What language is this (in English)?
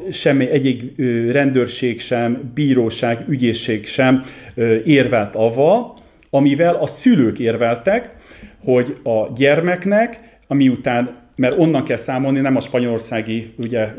Hungarian